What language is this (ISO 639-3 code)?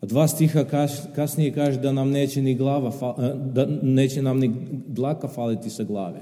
srp